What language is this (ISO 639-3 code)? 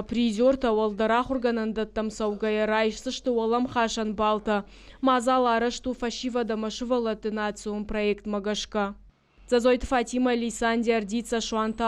oss